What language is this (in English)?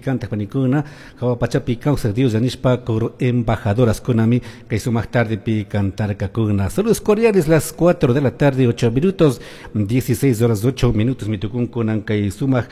Chimborazo Highland Quichua